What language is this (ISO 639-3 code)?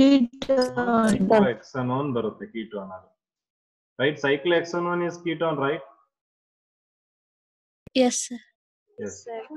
kan